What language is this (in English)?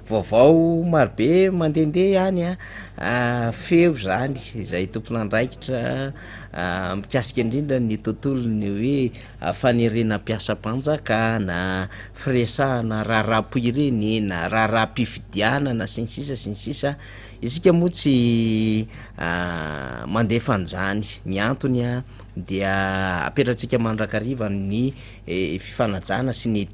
Malagasy